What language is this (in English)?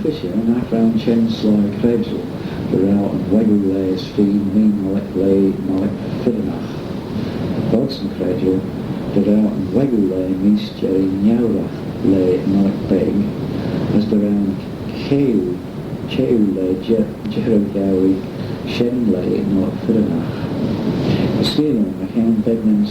Manx